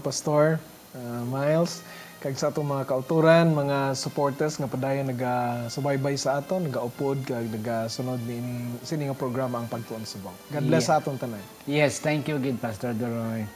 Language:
Hiligaynon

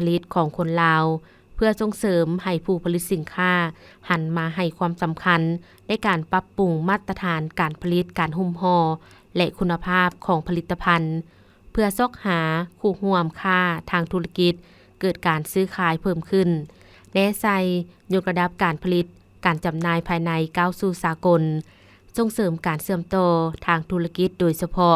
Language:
Lao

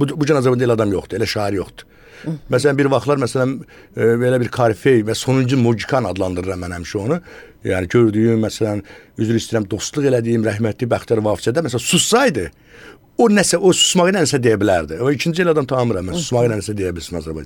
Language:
Azerbaijani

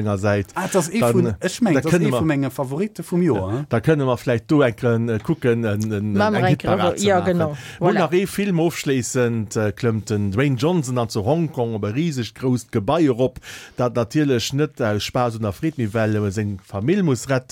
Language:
Luxembourgish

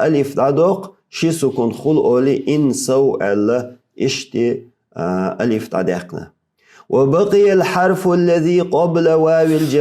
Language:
Chechen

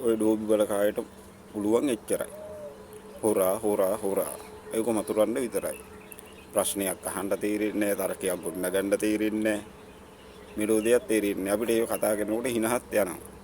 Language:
Sinhala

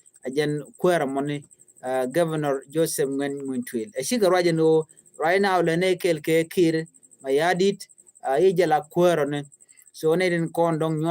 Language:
Nuer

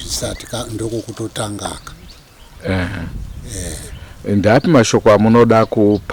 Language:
Shona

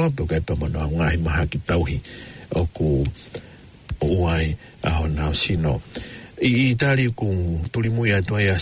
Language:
Tongan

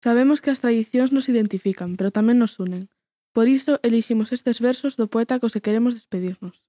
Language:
Galician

